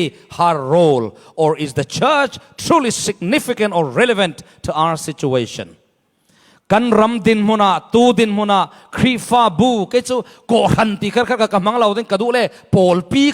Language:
Falam Chin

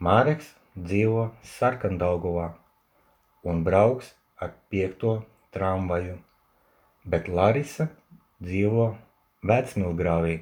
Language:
Latvian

